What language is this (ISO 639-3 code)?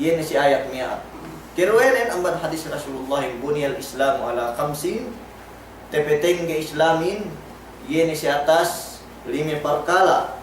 yka